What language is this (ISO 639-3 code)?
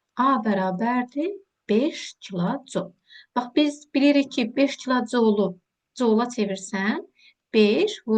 aze